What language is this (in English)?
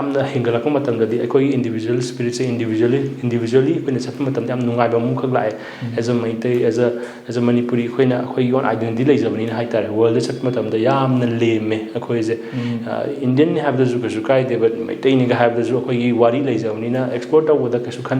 Manipuri